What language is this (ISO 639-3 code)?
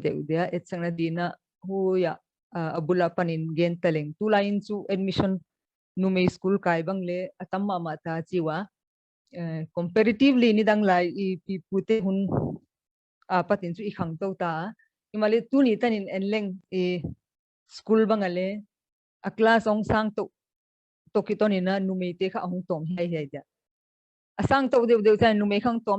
pck